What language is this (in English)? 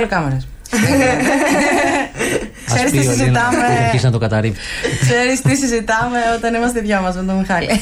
Greek